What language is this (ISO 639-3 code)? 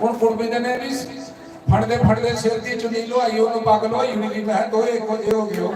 doi